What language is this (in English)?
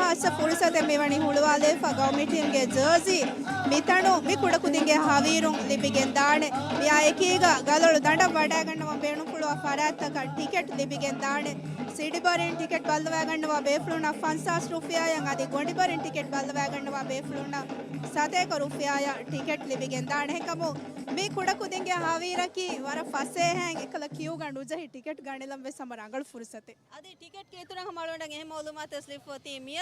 Divehi